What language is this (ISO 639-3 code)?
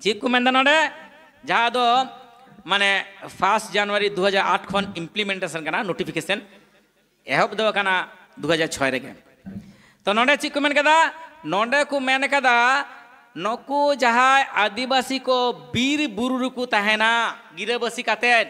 sat